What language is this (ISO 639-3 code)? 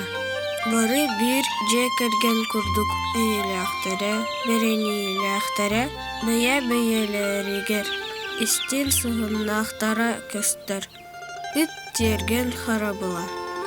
sah